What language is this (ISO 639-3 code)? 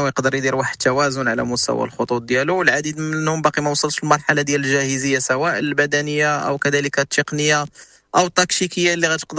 ary